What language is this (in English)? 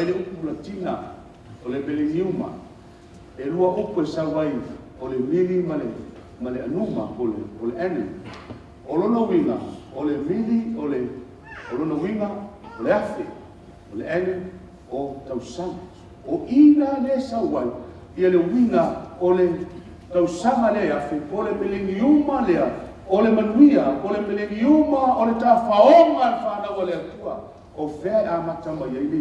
Samoan